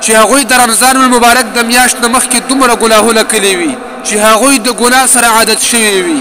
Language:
Pashto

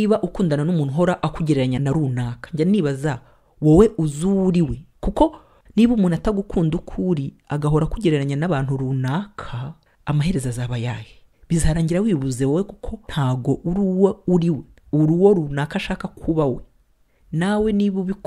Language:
Kinyarwanda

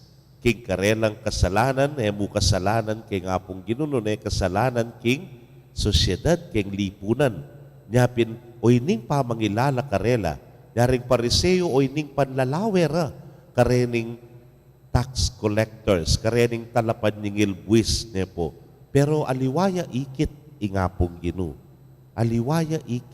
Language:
Pampanga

